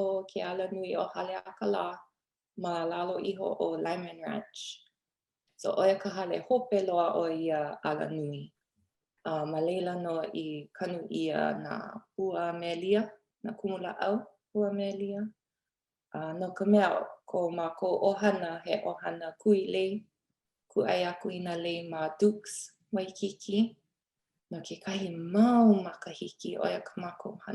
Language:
Hawaiian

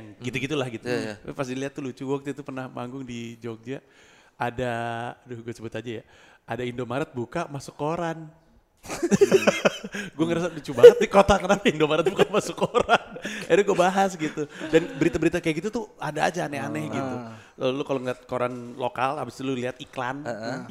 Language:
Indonesian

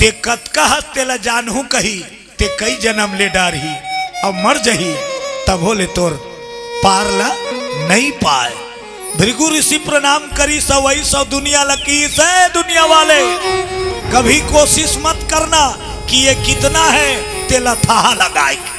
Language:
Chhattisgarhi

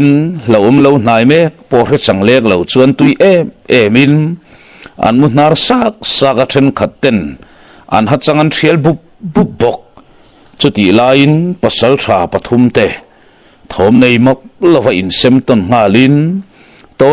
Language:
Mizo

